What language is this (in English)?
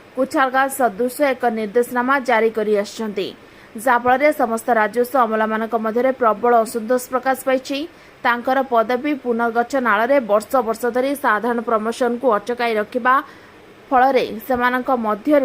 Odia